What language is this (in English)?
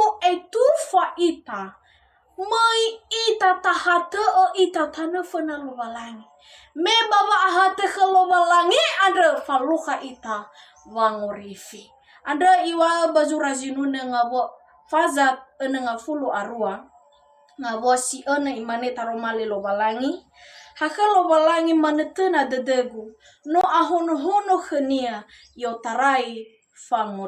Nias